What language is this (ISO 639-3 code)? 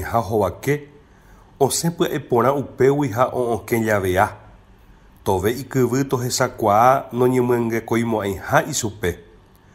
grn